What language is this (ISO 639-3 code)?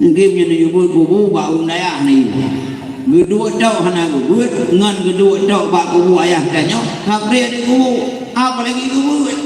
ace